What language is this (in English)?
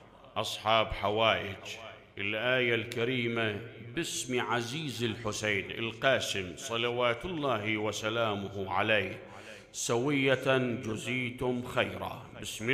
Mesopotamian Arabic